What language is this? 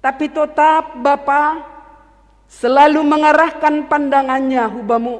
Batak Simalungun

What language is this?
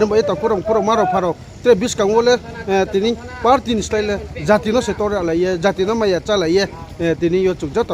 Riang (India)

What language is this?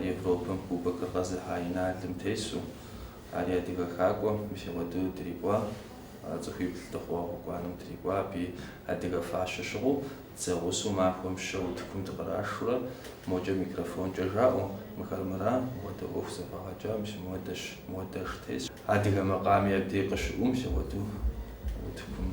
Kabardian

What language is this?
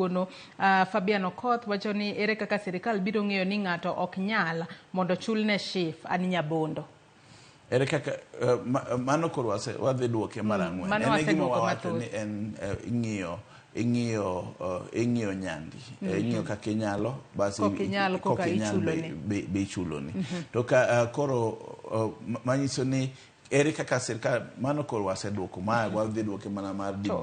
Luo (Kenya and Tanzania)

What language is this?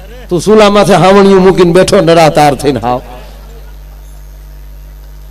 Gujarati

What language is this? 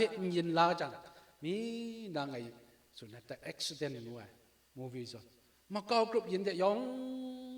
Kachin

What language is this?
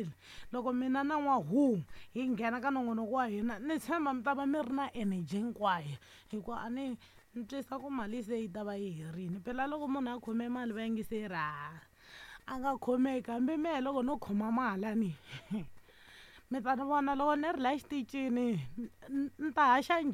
Tsonga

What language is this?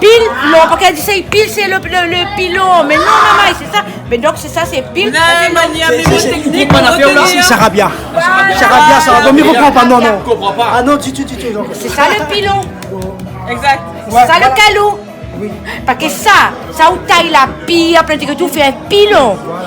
Réunion Creole French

